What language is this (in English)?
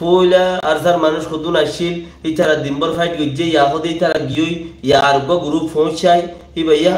Rohingya